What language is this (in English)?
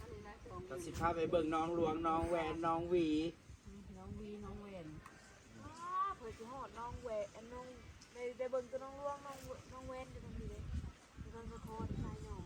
Northeastern Thai